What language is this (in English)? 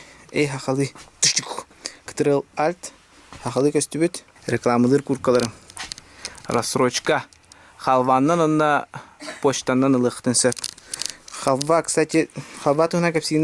Yakut